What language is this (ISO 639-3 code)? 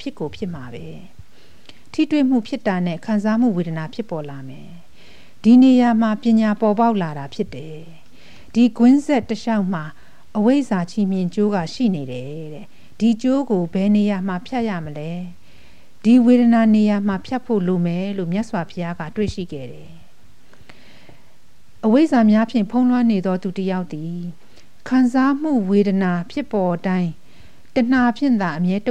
mya